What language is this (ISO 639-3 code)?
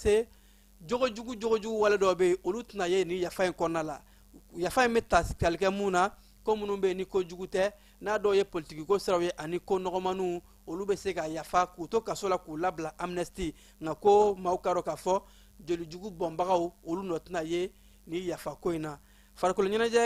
bam